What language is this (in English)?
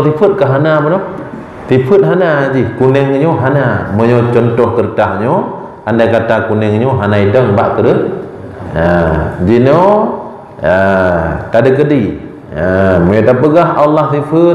Achinese